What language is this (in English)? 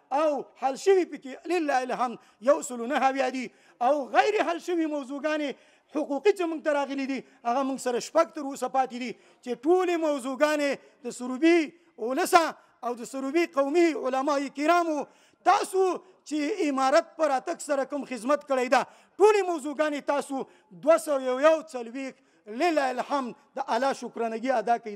Pashto